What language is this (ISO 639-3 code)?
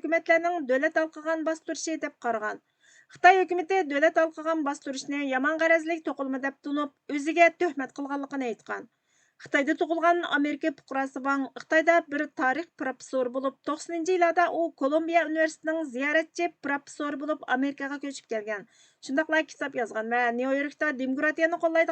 uig